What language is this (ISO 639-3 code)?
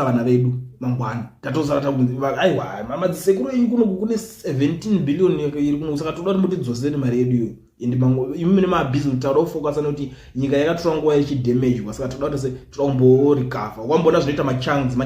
sna